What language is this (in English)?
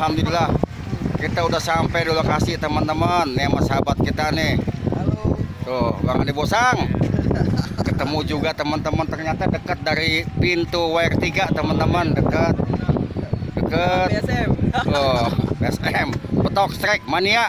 Betawi